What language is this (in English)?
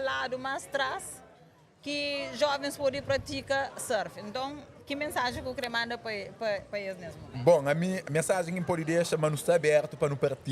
Kabuverdianu